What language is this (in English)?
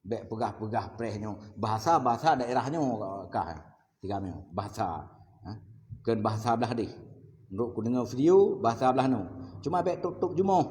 Achinese